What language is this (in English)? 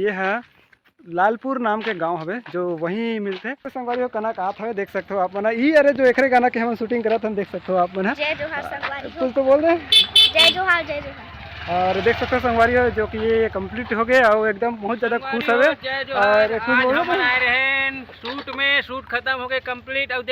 Chhattisgarhi